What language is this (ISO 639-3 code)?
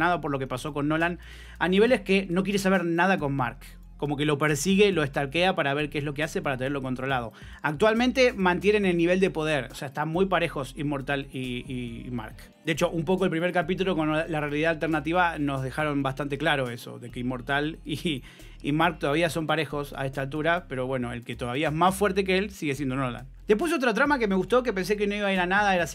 spa